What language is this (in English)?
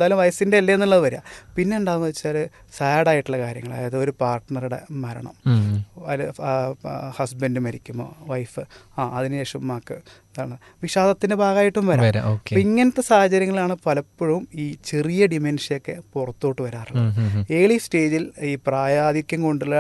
Malayalam